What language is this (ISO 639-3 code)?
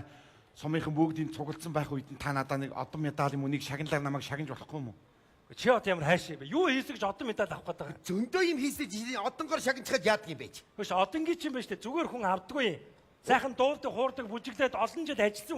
mon